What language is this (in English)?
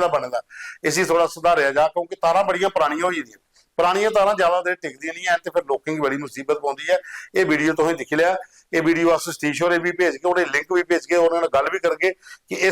Dogri